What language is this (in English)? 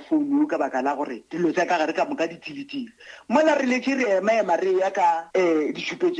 Northern Sotho